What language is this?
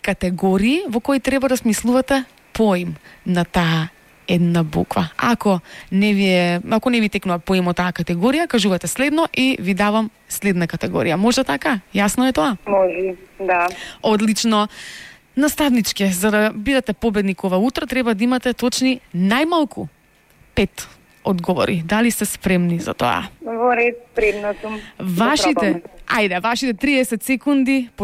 Macedonian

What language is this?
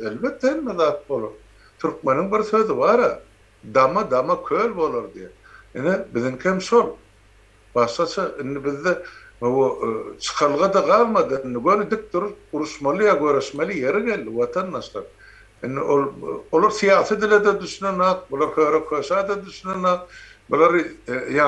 Turkmen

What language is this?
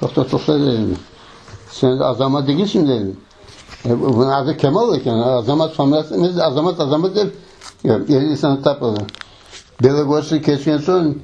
Crimean Tatar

